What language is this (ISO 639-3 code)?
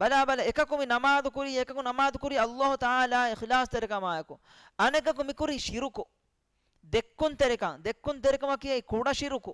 div